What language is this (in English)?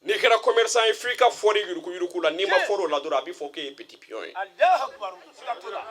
Bambara